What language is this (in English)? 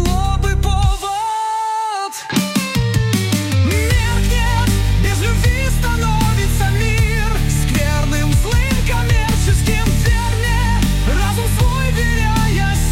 Russian